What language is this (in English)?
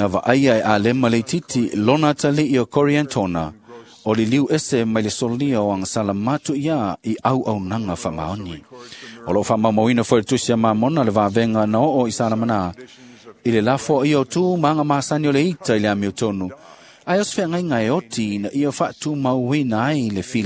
Samoan